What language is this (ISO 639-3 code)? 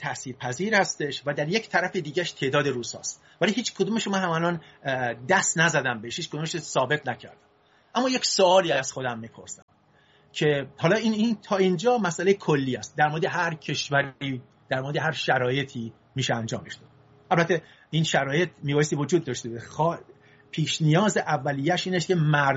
fas